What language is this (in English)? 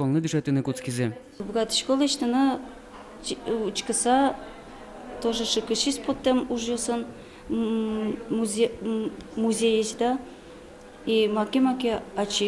Udmurt